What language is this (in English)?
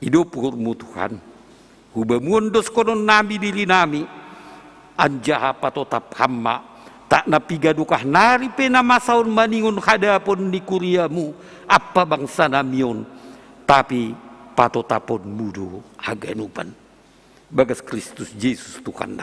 Batak Simalungun